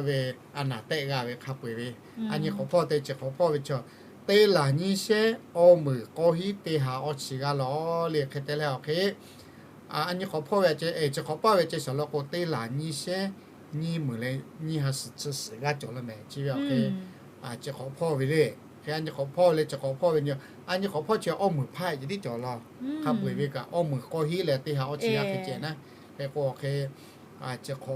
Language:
Lahu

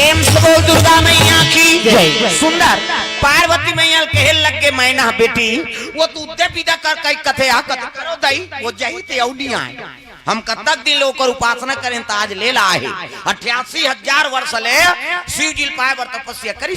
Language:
Chhattisgarhi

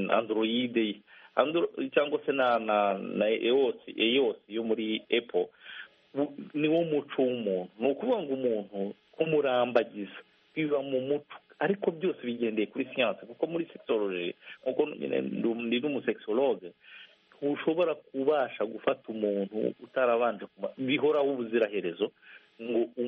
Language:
Kinyarwanda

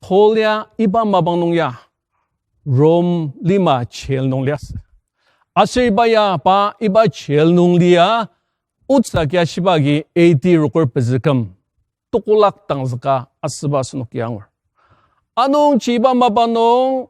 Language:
Ao Naga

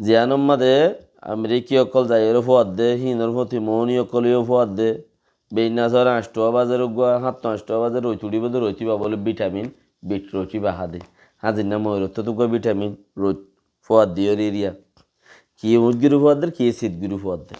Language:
Rohingya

